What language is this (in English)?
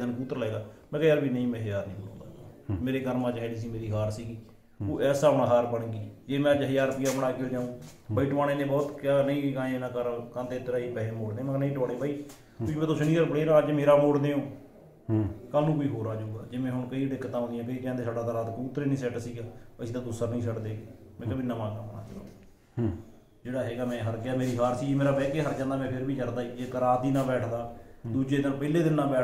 Punjabi